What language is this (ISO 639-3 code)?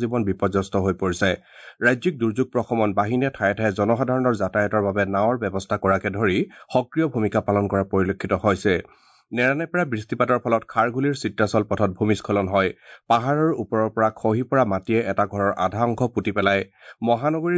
asm